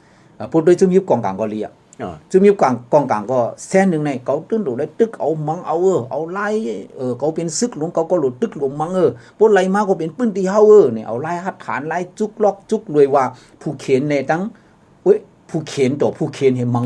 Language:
Shan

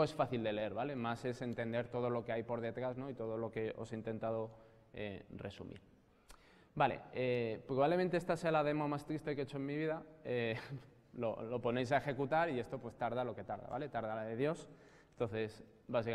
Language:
Spanish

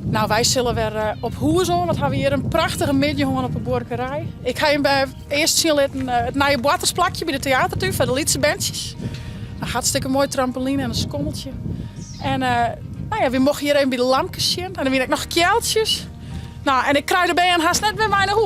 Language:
Western Frisian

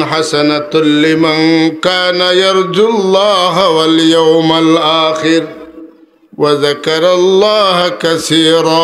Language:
Sylheti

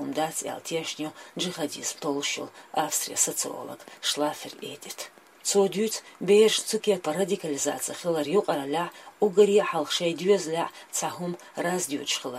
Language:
Chechen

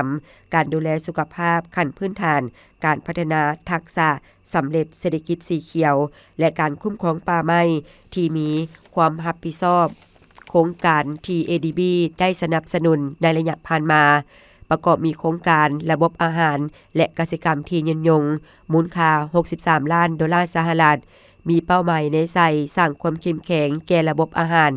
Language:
Lao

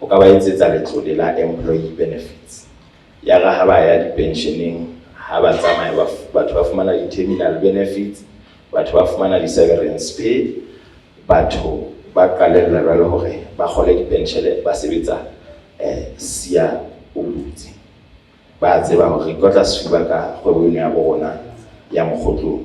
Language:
Southern Sotho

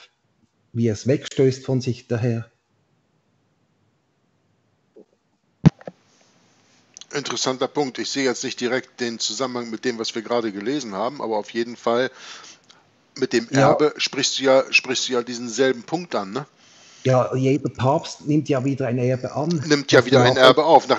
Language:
German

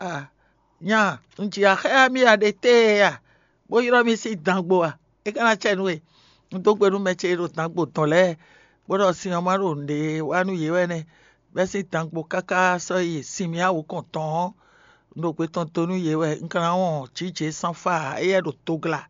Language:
Fon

